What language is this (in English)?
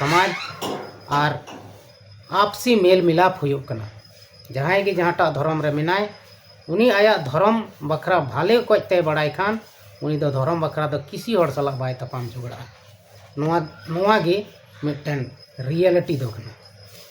Santali